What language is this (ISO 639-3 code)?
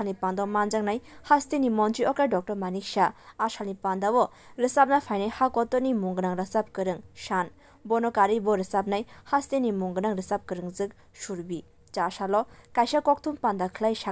trp